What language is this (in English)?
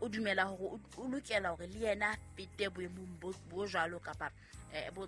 Southern Sotho